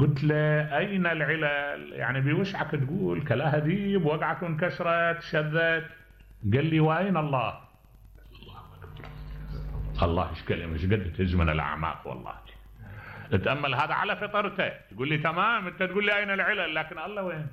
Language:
Mesopotamian Arabic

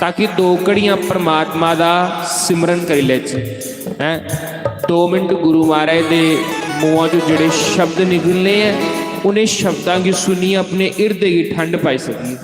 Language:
Dogri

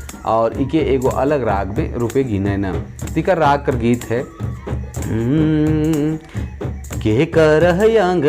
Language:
Sadri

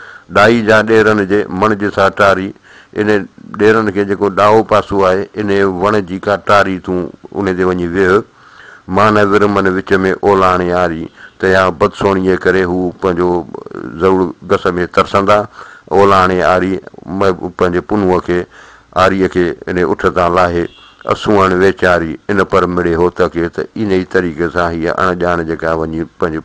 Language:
Sindhi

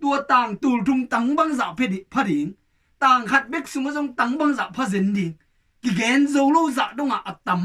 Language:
Tedim Chin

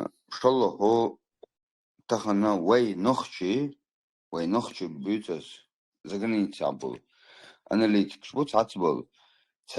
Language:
Chechen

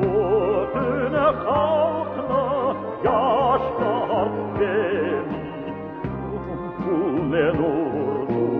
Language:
Crimean Tatar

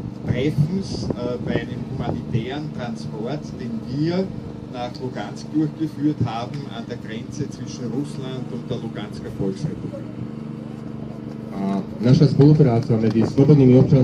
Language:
Slovak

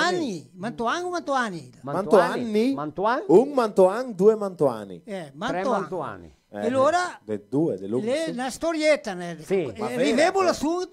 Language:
Venetian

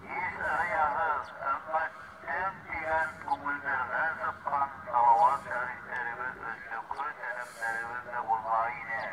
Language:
Bashkir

